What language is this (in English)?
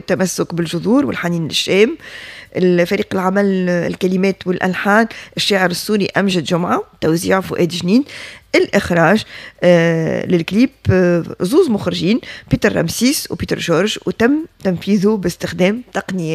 Tunisian Arabic